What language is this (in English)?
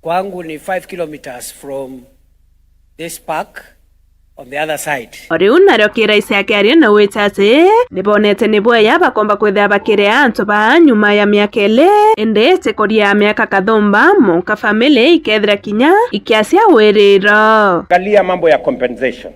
Meru